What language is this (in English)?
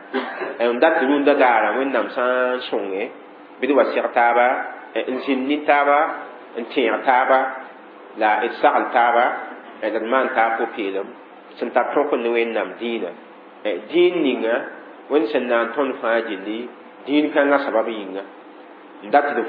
Mossi